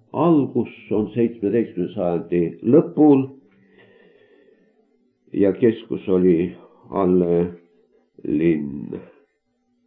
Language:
Estonian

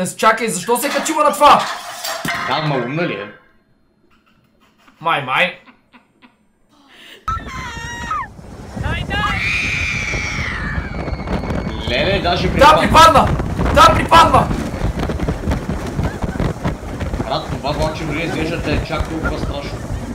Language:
Bulgarian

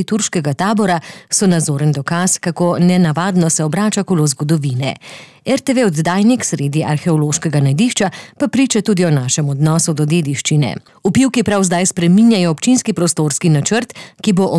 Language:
Slovenian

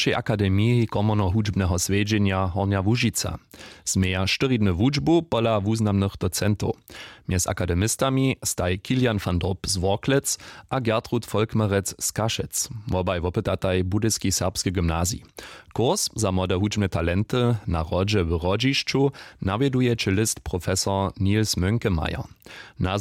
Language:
Upper Sorbian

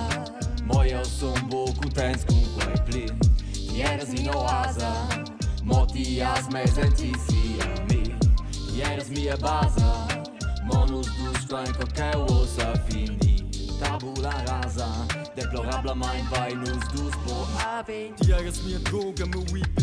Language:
Romansh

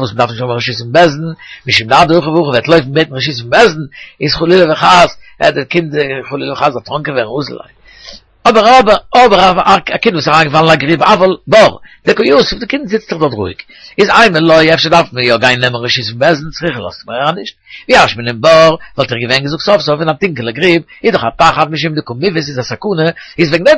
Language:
Yiddish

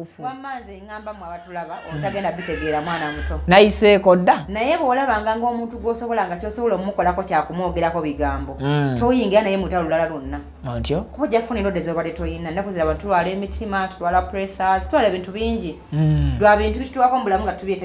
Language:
Ganda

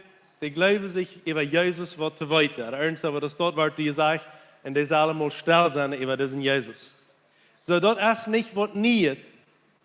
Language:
Plautdietsch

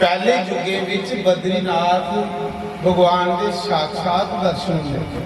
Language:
Dogri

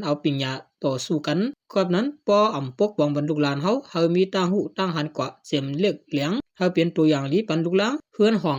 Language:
Shan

